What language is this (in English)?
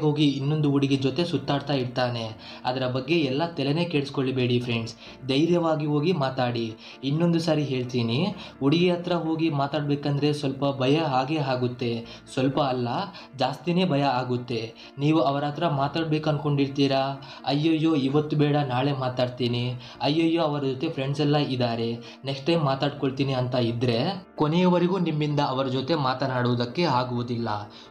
Kannada